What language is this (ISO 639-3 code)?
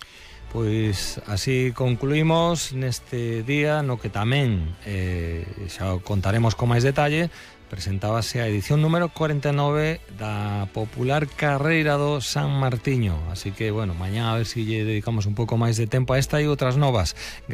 glg